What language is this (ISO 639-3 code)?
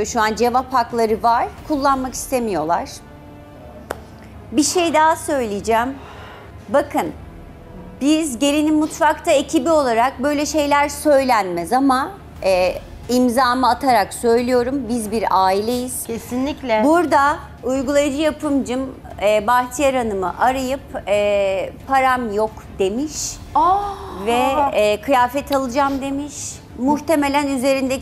tur